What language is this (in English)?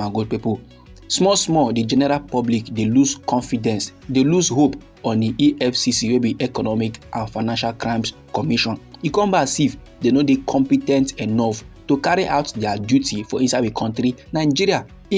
Nigerian Pidgin